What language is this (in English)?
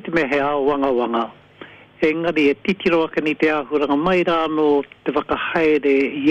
Māori